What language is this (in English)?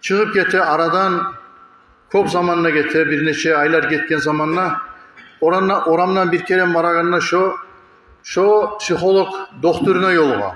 Kumyk